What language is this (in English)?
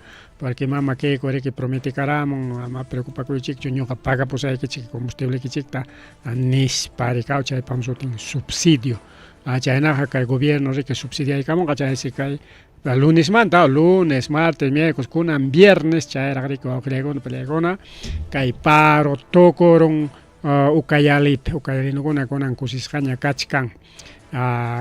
Ayacucho Quechua